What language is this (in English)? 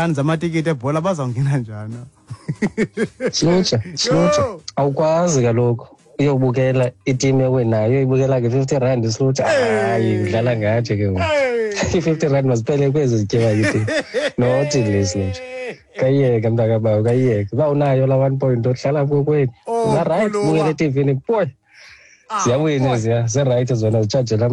Xhosa